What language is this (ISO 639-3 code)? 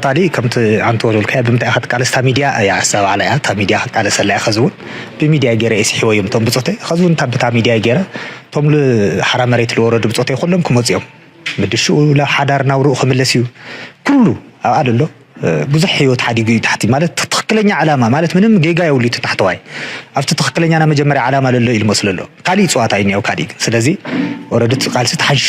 tir